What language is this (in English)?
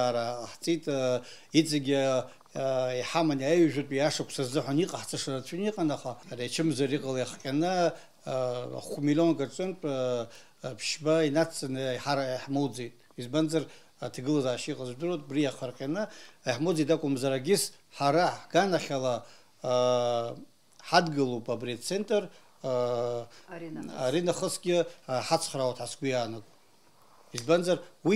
Abkhazian